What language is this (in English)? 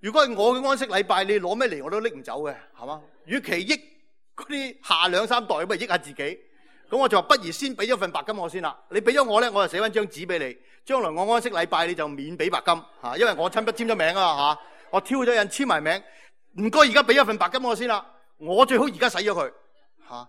Cantonese